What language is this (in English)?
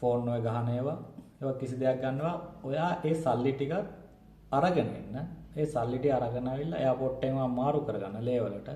Sinhala